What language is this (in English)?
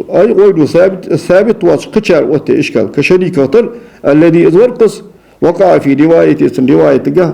Ingush